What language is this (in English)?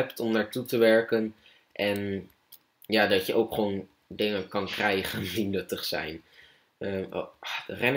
Dutch